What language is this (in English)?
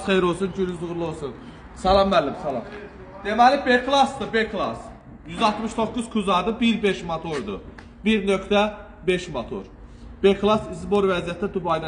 Azerbaijani